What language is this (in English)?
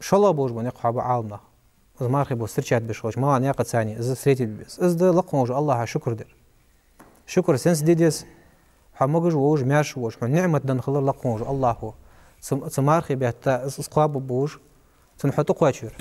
Ingush